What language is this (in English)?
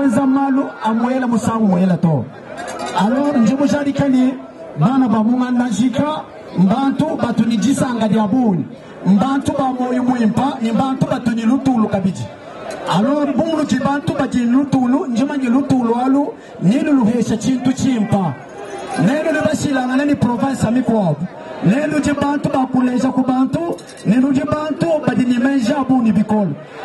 Luba-Lulua